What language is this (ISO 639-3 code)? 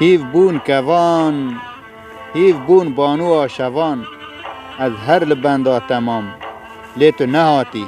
kur